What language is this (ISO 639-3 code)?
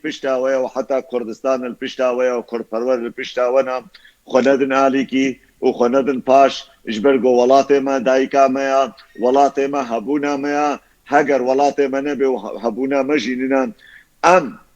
kur